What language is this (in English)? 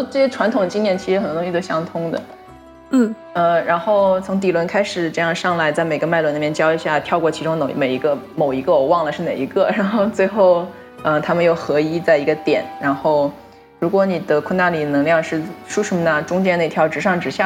Chinese